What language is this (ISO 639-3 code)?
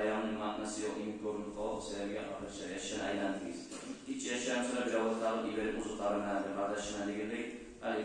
kum